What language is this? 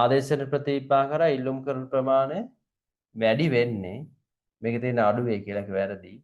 Sinhala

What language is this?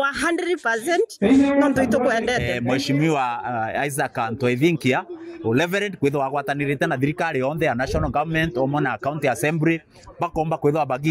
Meru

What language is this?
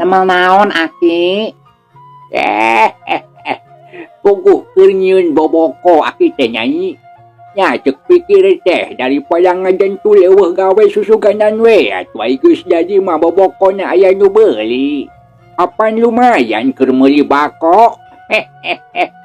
Sundanese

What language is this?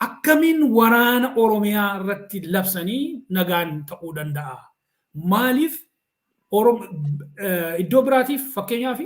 Oromo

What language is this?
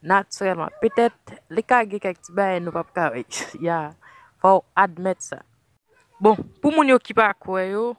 Haitian Creole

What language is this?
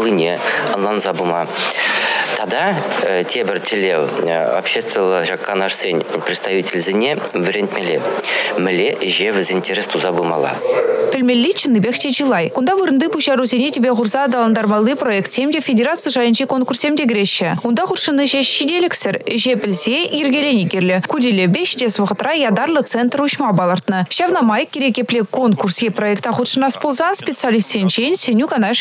Chuvash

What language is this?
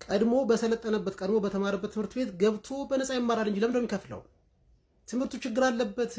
Amharic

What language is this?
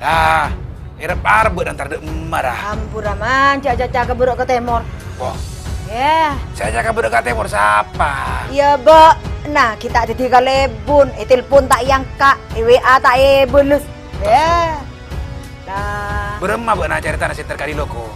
Madurese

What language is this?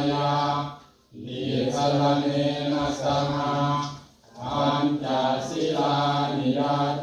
Pali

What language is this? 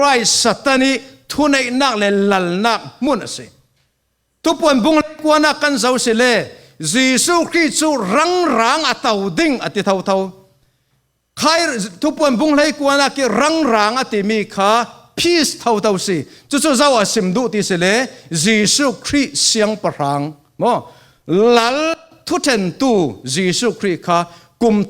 Falam Chin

